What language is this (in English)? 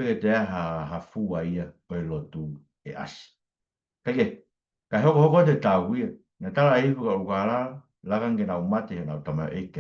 Tongan